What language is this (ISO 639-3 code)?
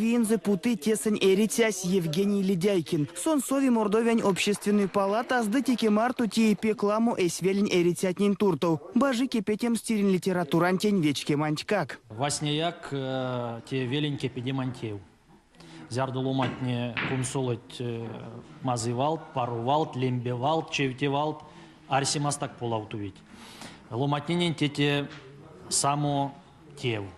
myv